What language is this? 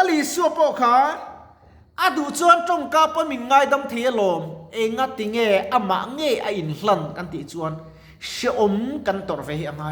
Mizo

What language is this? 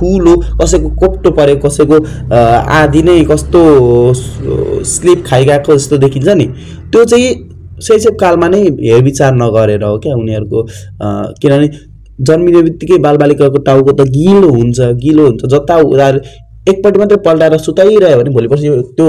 Nepali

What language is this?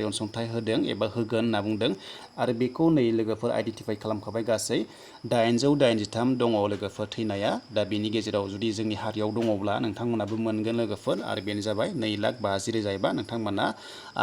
Bodo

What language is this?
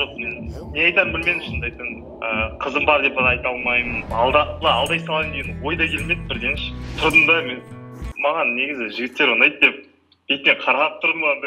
Kazakh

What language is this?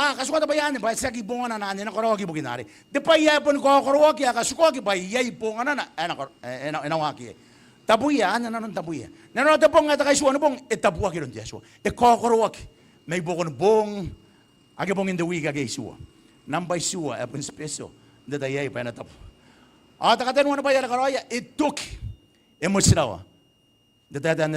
Gilbertese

